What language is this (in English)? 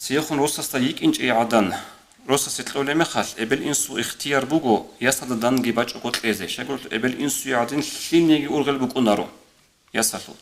Avaric